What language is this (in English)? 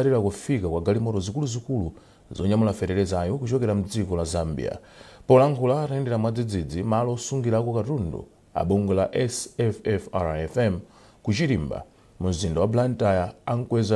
Nyanja